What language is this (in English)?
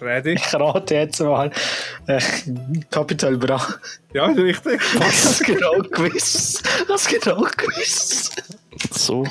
Swiss German